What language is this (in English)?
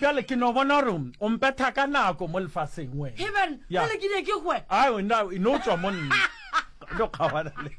Northern Sotho